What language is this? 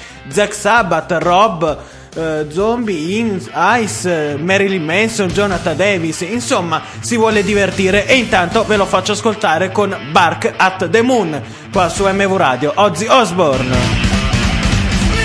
Italian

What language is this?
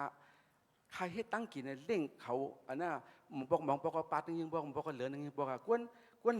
Shan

